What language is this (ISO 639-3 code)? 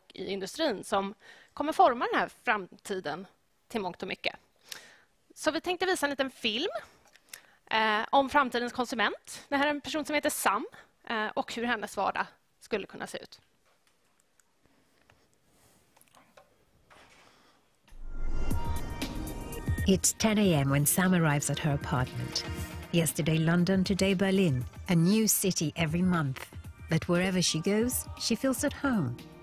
swe